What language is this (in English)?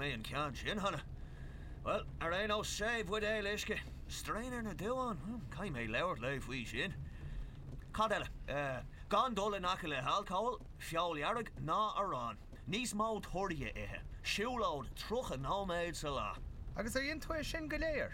Irish